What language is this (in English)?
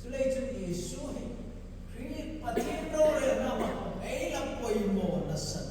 Hmar